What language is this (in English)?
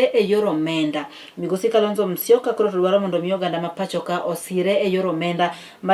Luo (Kenya and Tanzania)